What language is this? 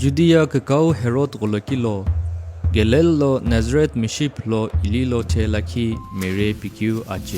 Sumi Naga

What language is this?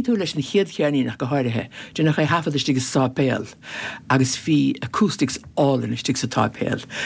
Irish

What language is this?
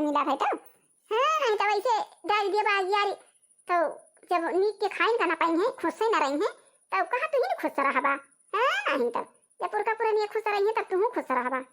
Awadhi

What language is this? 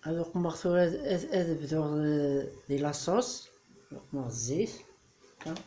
Kabyle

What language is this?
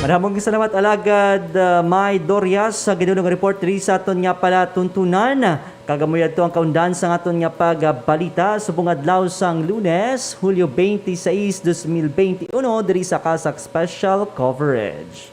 Hiligaynon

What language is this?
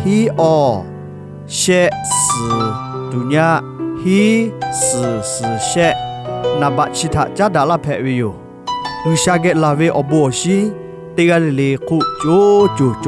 Lahu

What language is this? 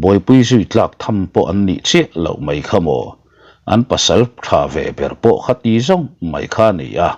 Mizo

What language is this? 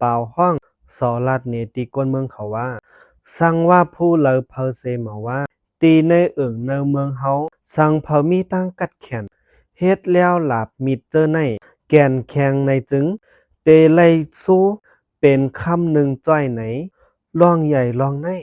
Shan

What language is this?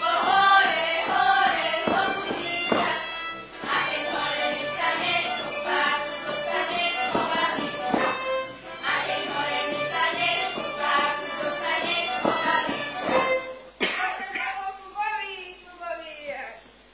Slovak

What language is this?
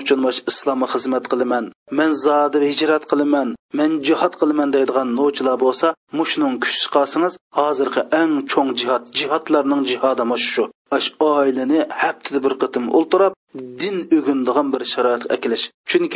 Uyghur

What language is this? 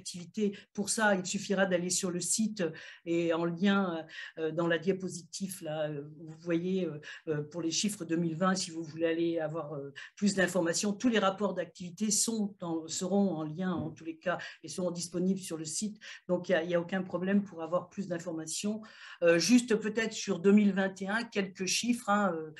French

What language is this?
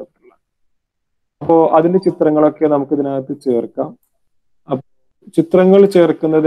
Malayalam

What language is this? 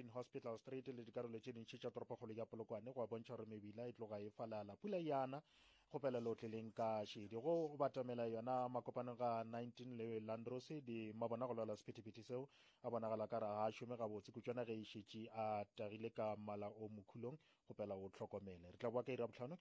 Northern Sotho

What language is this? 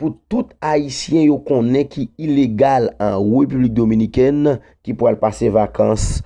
Haitian Creole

